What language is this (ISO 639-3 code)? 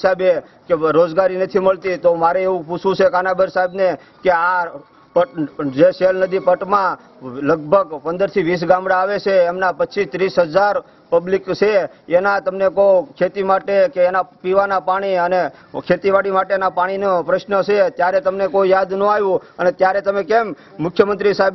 guj